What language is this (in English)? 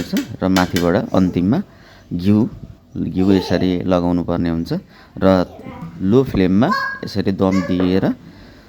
Nepali